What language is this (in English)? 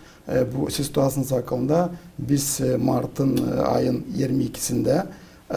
Gagauz